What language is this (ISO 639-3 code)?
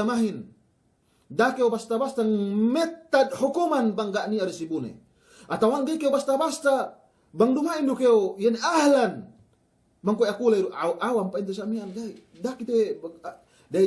yka